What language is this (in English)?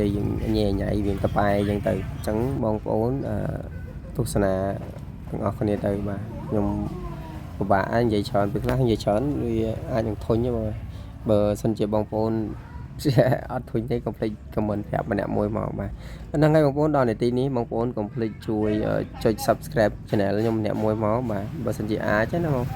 Khmer